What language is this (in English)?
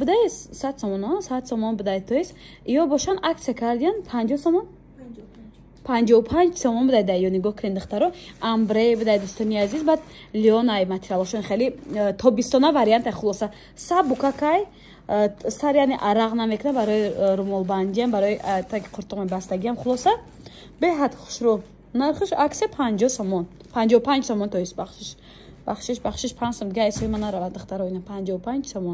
Tajik